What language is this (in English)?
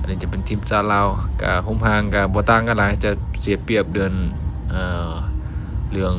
Lao